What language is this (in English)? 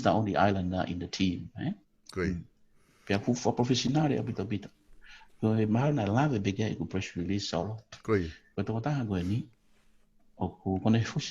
Tongan